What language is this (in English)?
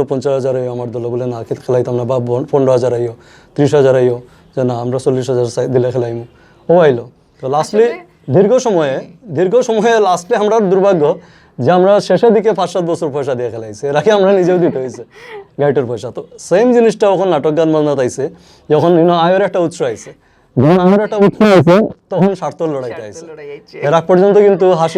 Sylheti